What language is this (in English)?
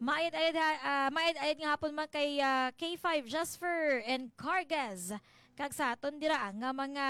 Hiligaynon